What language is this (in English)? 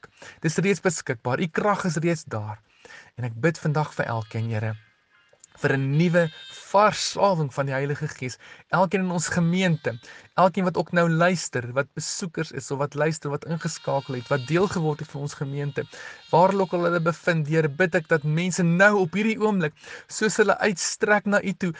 Afrikaans